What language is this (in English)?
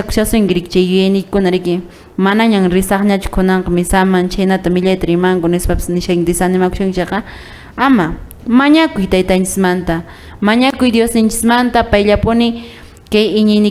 Quechua